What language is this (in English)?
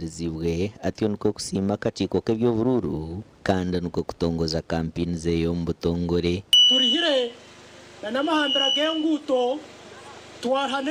Nyankole